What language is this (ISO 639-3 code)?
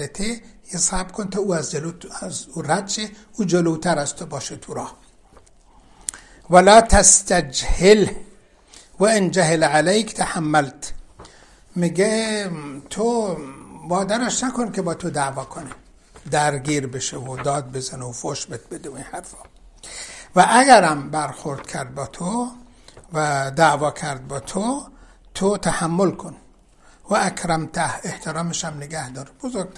fas